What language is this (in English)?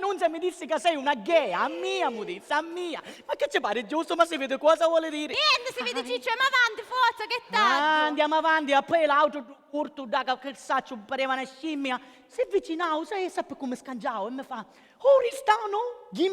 Sicilian